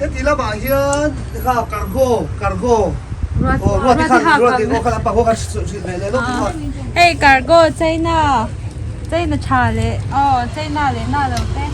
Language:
Mizo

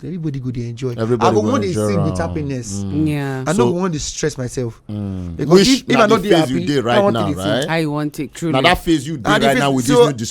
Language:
Nigerian Pidgin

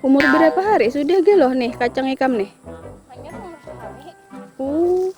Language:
Banjar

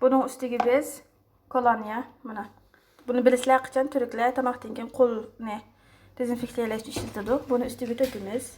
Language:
Uyghur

